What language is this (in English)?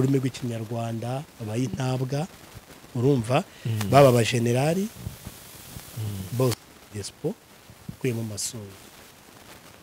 Kinyarwanda